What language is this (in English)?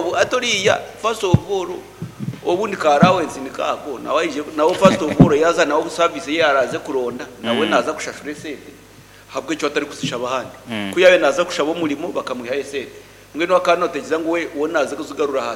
Nyankole